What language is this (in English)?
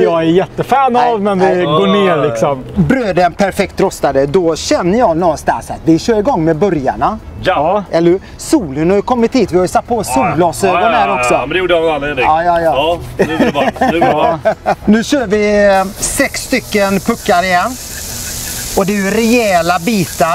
Swedish